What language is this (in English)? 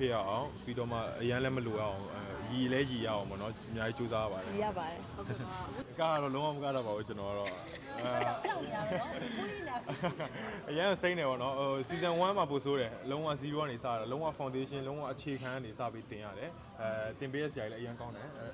Burmese